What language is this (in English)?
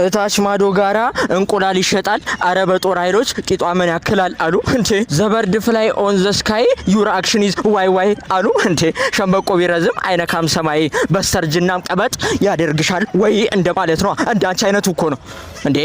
Amharic